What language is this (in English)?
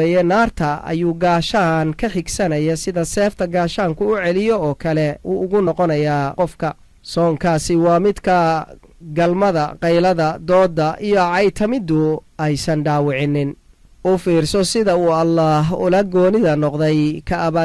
Somali